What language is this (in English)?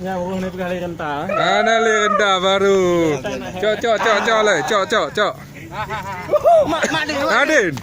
Achinese